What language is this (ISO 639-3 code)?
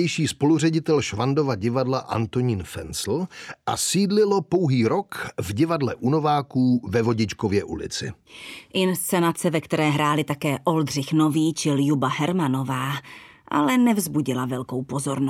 ces